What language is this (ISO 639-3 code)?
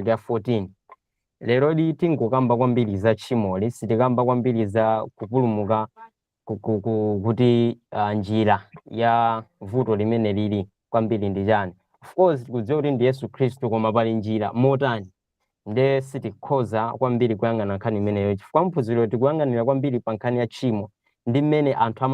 nya